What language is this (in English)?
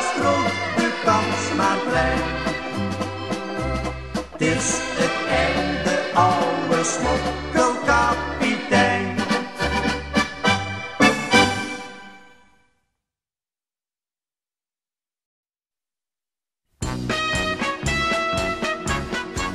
Dutch